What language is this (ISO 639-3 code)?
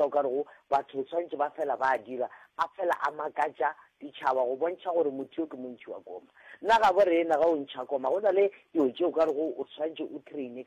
nso